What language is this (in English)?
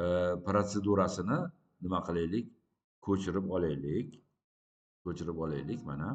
Uzbek